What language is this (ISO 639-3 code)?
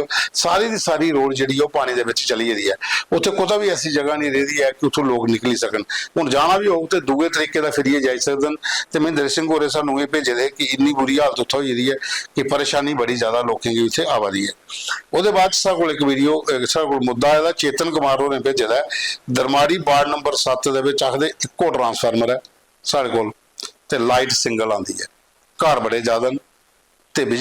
doi